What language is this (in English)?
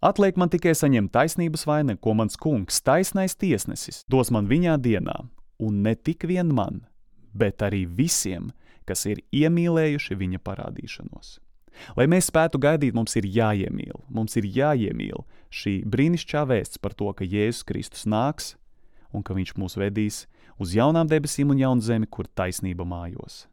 Latvian